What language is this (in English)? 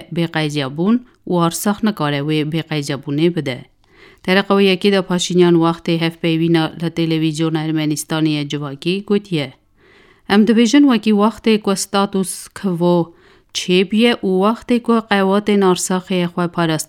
Kurdish